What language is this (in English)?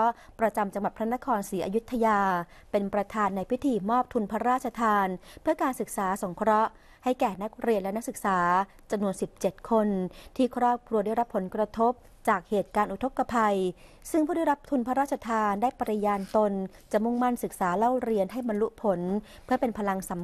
Thai